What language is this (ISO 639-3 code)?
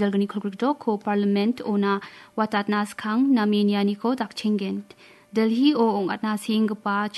grt